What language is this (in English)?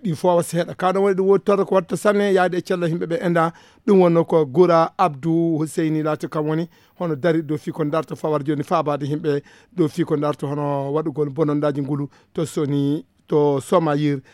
Fula